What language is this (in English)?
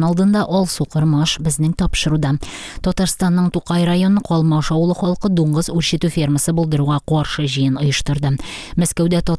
Tatar